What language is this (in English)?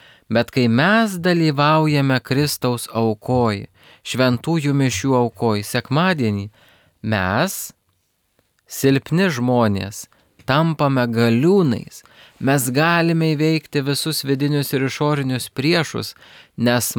Lithuanian